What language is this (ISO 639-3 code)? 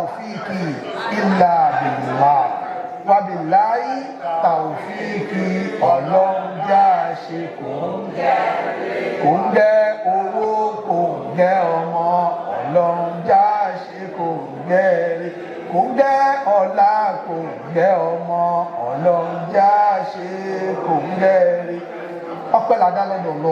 yor